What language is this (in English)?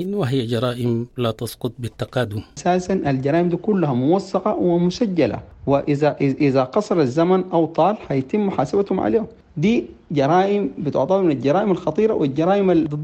Sudanese Arabic